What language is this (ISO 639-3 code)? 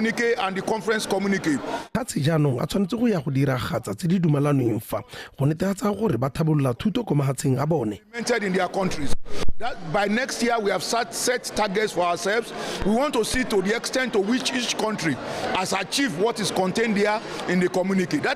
tsn